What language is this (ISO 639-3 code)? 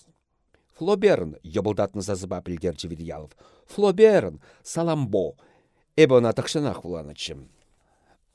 chv